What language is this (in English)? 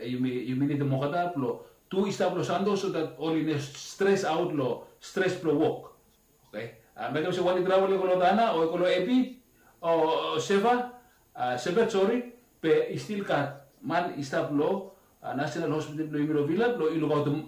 Bislama